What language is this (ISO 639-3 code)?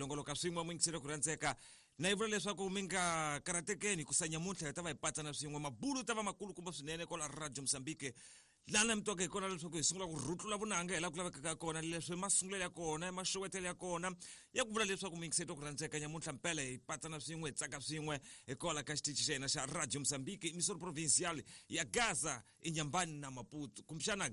tso